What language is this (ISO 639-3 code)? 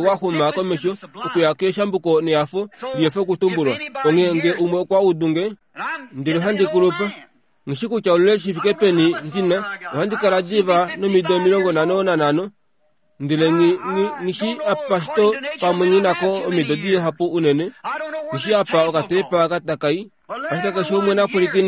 kua